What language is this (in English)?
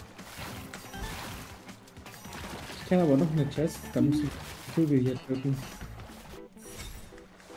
German